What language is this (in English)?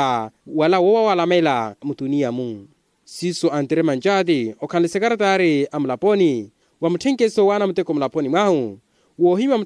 Makhuwa